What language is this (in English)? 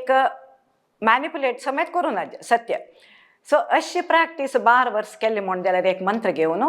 Konkani